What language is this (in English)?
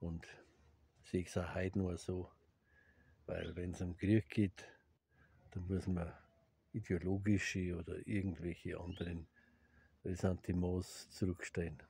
Bavarian